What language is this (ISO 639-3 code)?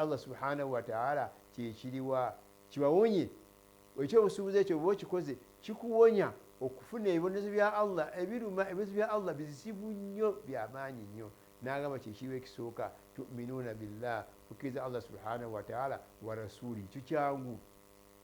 lug